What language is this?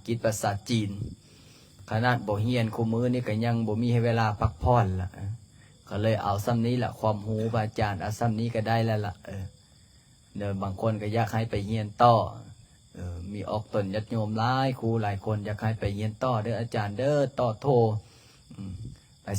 Lao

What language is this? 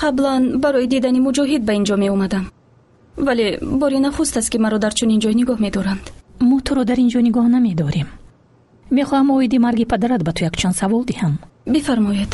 Tajik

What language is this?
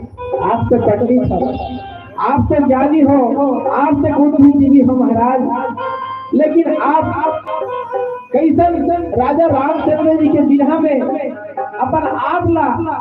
Chhattisgarhi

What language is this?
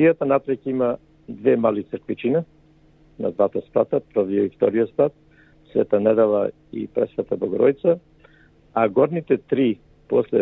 Macedonian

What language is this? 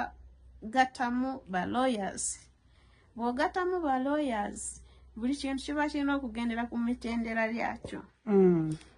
Ganda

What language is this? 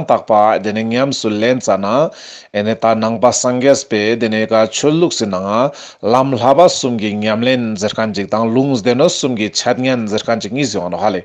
Ladakhi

